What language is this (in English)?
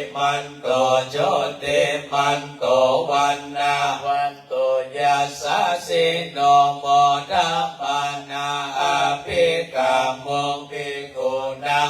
Pali